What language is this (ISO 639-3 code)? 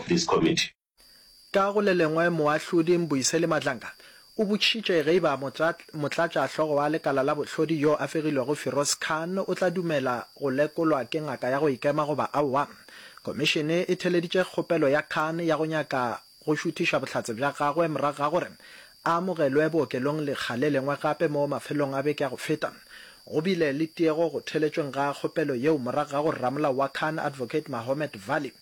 nso